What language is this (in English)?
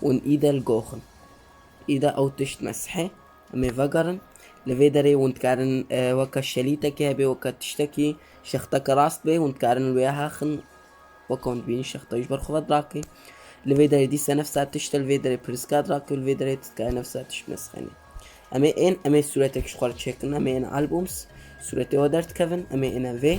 Kurdish